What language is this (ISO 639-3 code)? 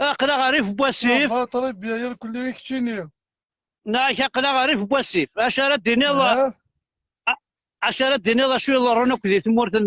kab